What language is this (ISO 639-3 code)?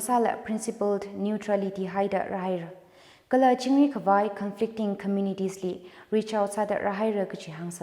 nmf